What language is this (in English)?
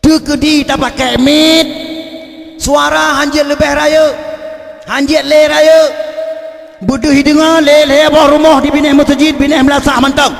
Achinese